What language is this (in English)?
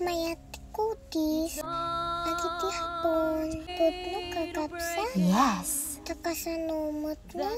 Iloko